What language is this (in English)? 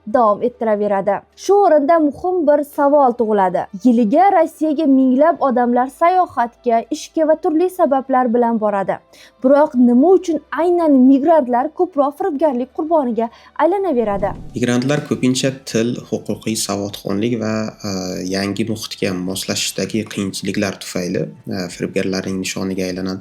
Uzbek